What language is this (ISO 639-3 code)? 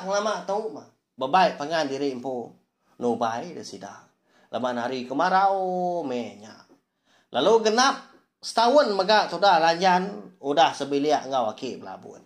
iba